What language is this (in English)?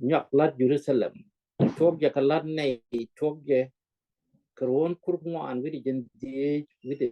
Nuer